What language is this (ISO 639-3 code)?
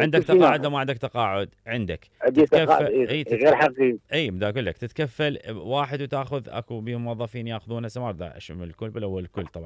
acm